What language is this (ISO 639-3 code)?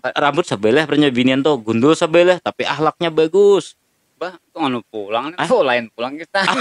bjn